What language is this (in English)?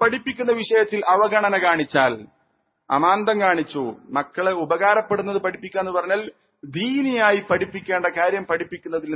Malayalam